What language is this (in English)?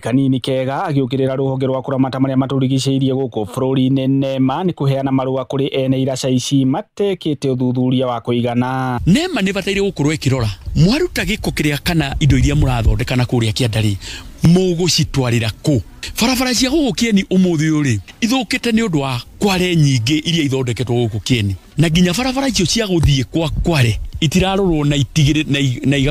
Kikuyu